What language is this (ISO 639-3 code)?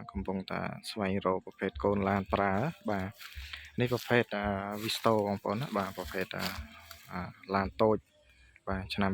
khm